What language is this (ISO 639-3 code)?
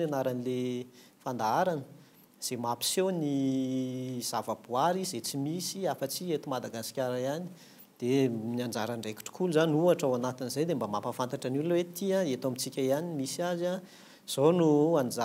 mlg